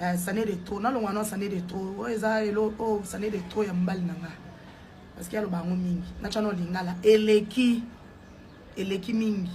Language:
Lingala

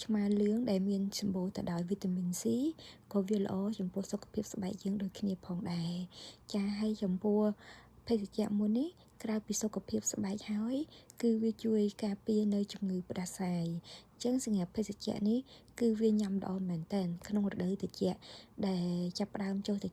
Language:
Khmer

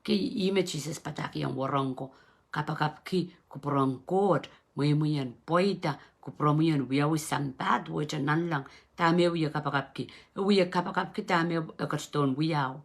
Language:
Pohnpeian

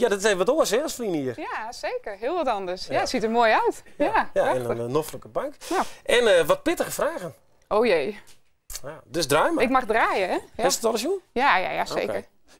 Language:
Western Frisian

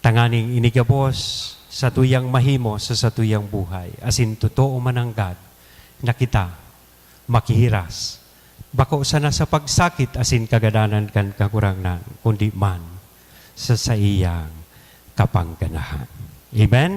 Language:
Bikol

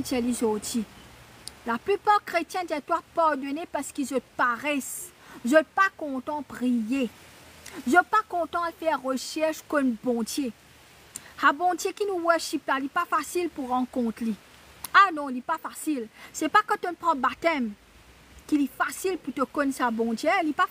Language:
Morisyen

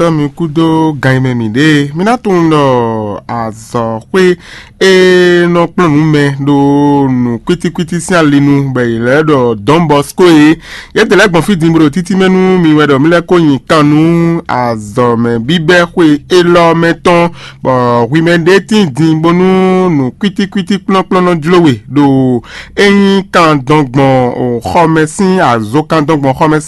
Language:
Fon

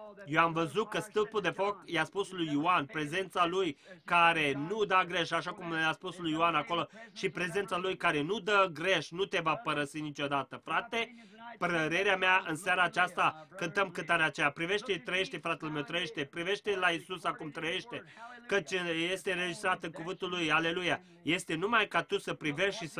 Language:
Romanian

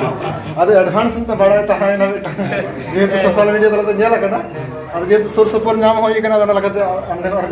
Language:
Santali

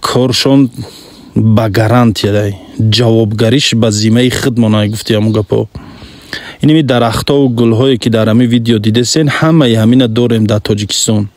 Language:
Tajik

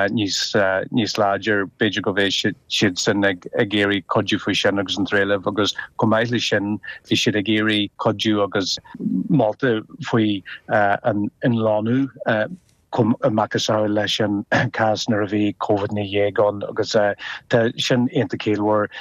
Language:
Irish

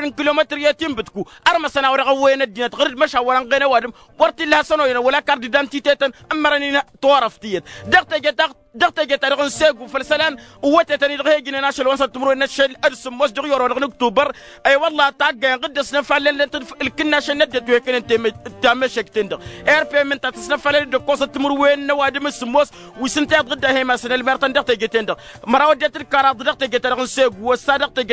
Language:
Tamasheq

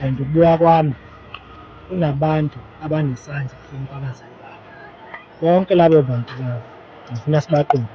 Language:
Zulu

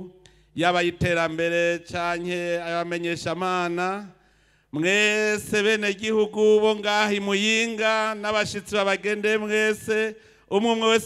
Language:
Rundi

